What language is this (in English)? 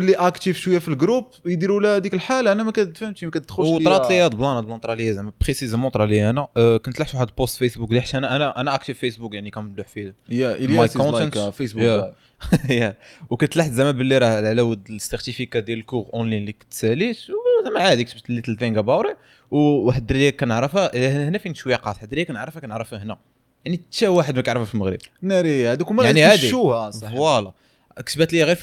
Moroccan Arabic